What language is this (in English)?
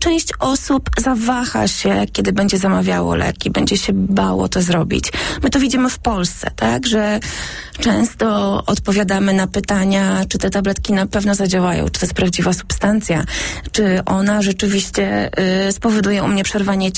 Polish